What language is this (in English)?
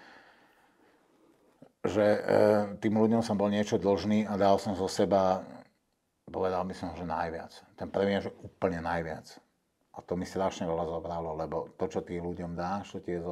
Slovak